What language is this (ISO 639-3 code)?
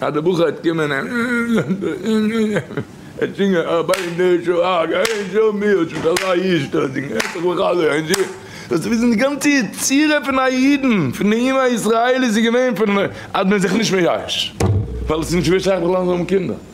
yid